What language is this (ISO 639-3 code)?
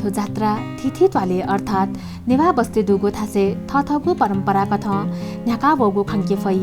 new